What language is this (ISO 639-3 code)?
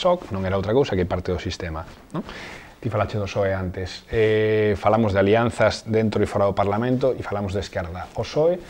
glg